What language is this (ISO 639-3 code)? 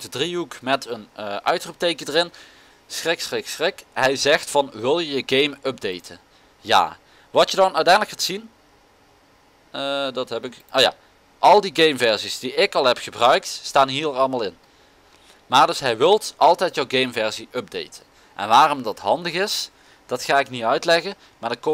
nld